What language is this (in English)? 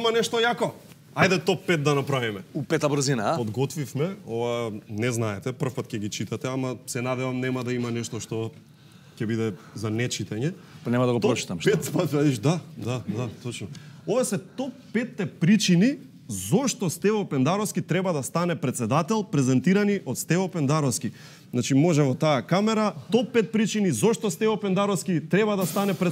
Macedonian